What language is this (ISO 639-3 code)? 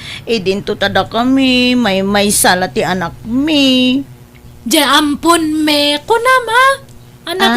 ilo